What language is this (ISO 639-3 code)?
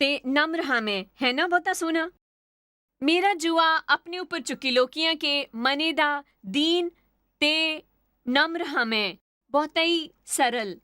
doi